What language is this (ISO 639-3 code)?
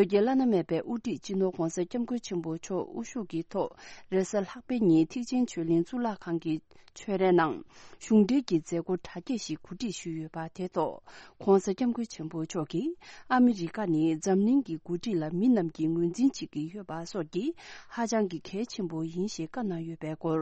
bod